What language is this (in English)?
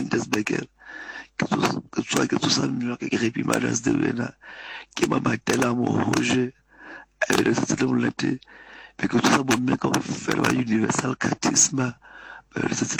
Southern Sotho